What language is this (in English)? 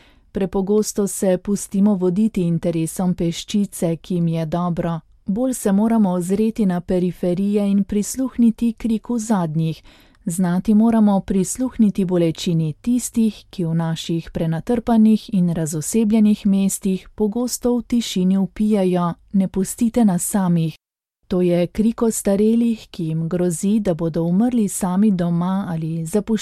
Slovenian